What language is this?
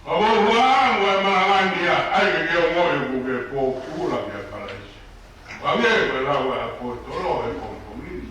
Tongan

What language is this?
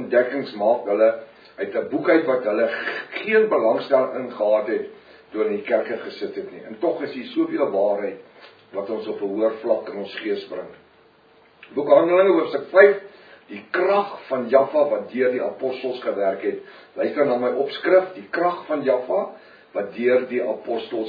Afrikaans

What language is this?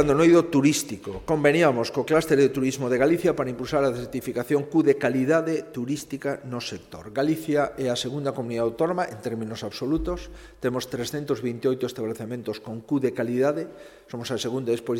Galician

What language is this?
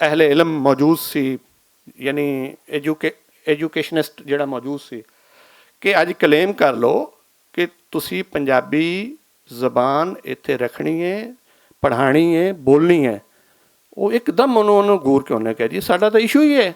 Western Panjabi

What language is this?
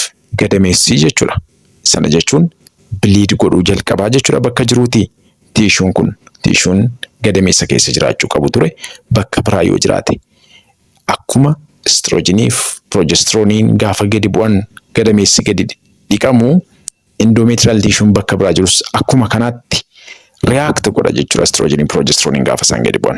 Oromo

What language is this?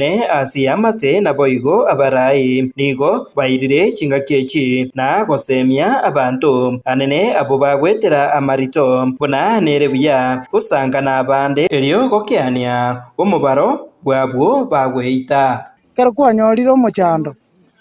Gusii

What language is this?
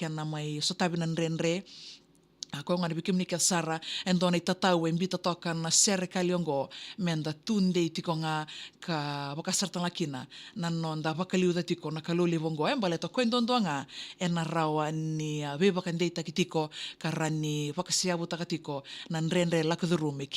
Fijian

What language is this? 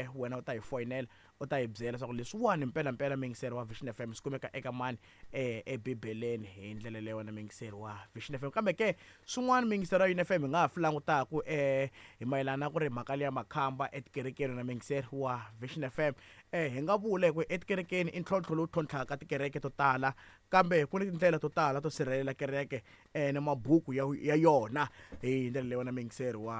Tsonga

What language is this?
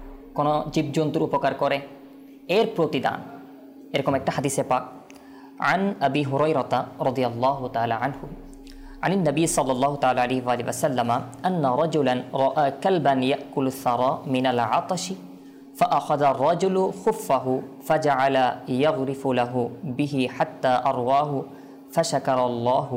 Bangla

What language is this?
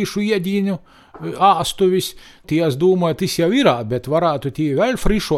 Latvian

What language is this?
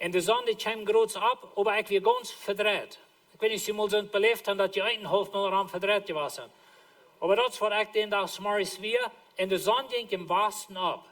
Plautdietsch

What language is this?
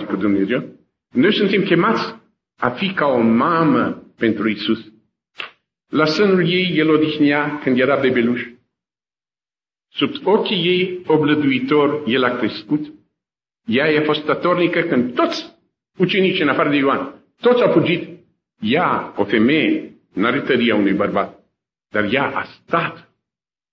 Romanian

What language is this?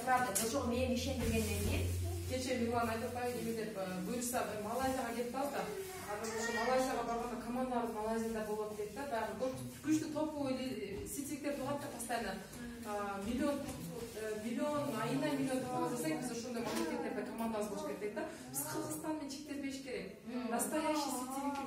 Kyrgyz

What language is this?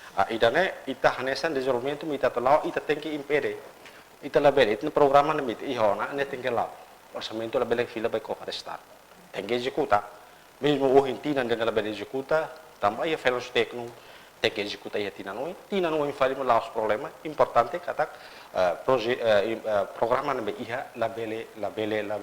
Tetum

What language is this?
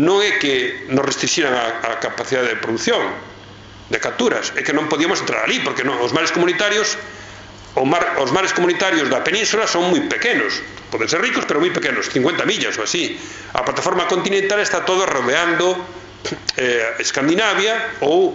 Galician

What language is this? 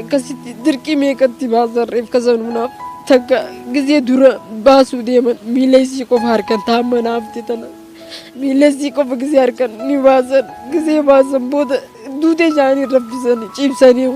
Oromo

